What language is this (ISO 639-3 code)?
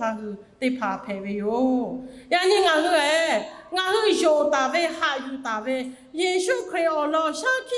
lhu